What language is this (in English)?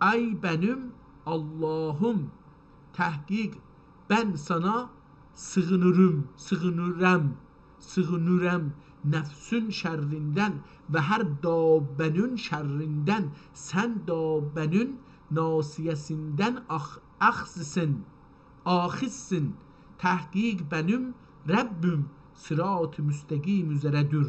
South Azerbaijani